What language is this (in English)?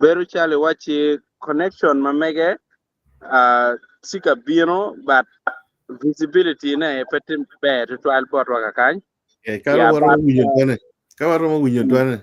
Acoli